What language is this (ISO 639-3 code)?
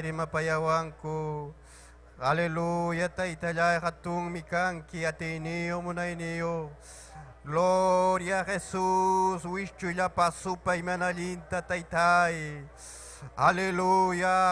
quy